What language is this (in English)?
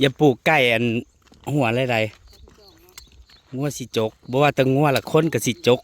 Northeastern Thai